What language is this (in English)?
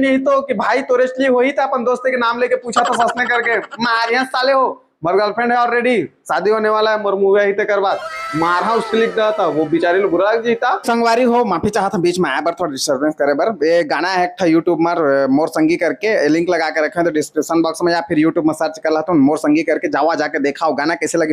Chhattisgarhi